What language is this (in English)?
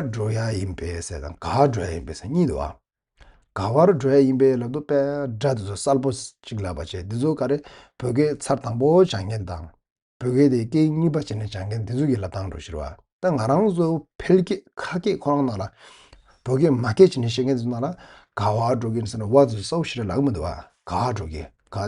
Tibetan